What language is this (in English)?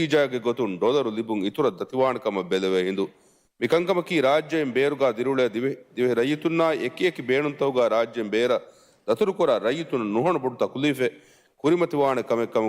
Divehi